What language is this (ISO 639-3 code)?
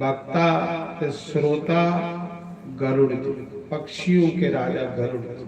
doi